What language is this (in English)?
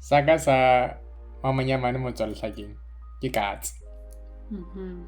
Southern Sotho